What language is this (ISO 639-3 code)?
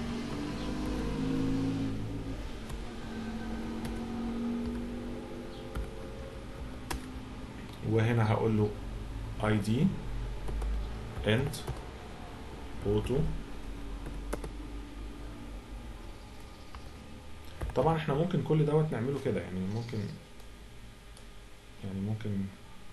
arz